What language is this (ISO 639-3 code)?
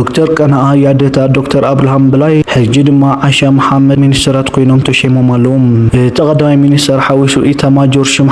tir